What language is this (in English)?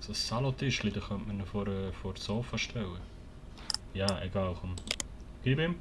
Swiss German